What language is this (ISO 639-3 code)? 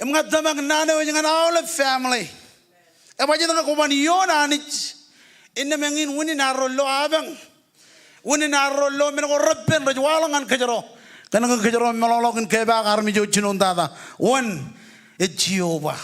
mah